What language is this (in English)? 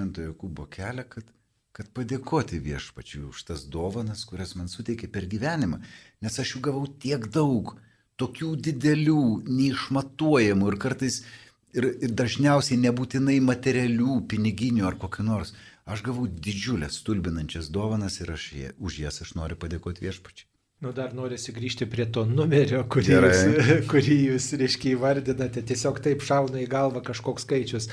Lithuanian